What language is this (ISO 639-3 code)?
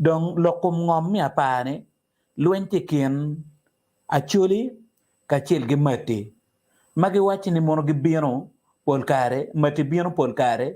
ach